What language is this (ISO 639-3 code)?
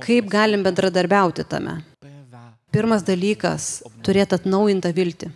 lit